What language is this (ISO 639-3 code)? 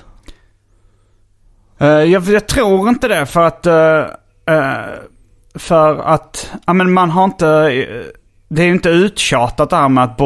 swe